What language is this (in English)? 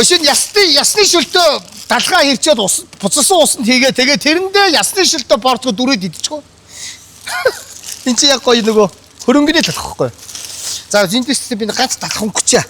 Mongolian